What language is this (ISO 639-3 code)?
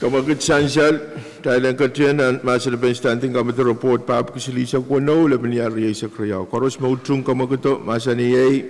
pon